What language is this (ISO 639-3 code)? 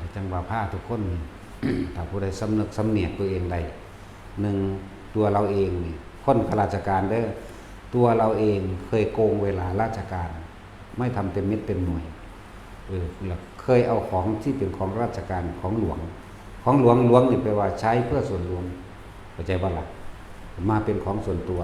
tts